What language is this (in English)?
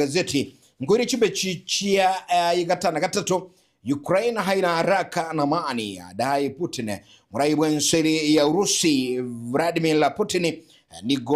Gusii